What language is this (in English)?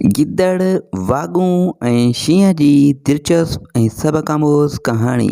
Sindhi